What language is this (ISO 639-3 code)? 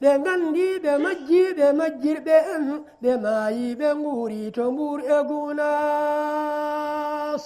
ful